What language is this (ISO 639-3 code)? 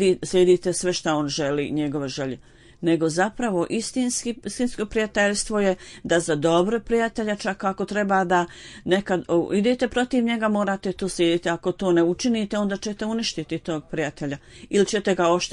bos